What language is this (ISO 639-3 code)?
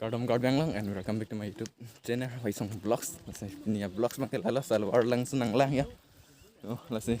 mjw